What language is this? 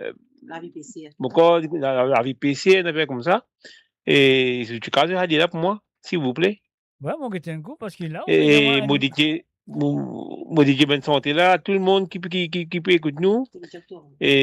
Morisyen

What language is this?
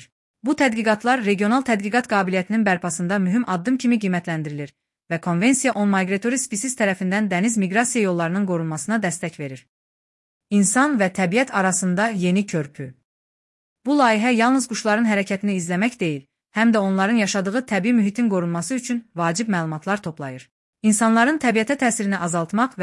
Azerbaijani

